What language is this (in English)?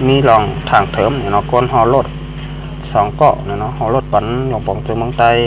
Shan